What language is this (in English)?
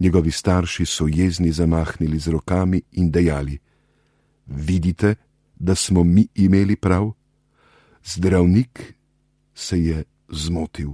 Slovenian